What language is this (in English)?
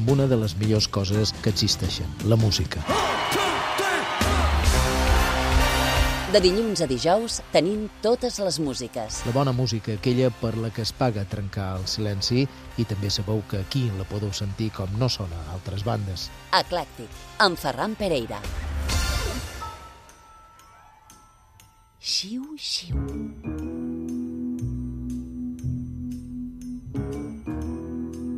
Catalan